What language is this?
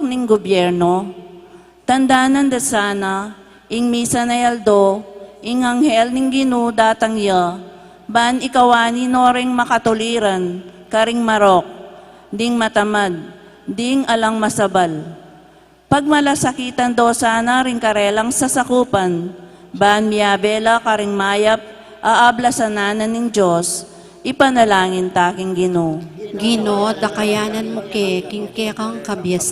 Pampanga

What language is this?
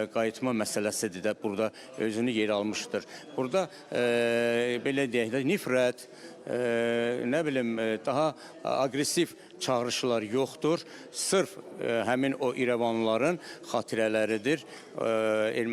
Azerbaijani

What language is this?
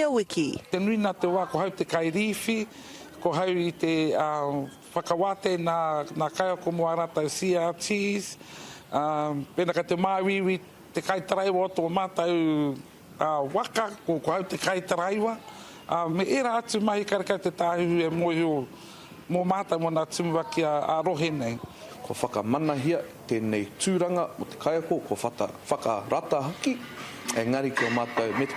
Māori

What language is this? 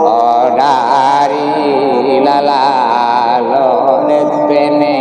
Minangkabau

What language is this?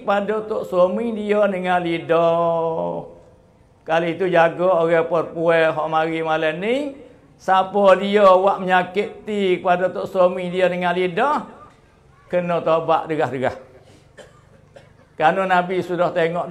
Malay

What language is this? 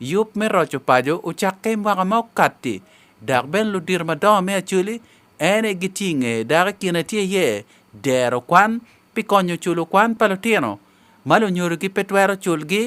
Acoli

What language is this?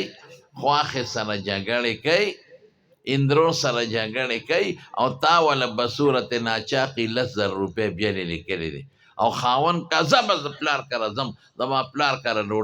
Pashto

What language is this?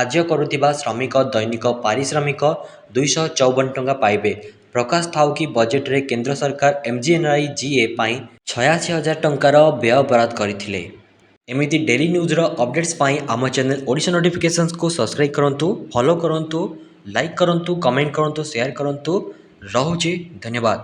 Odia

